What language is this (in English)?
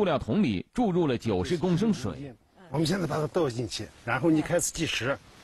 Chinese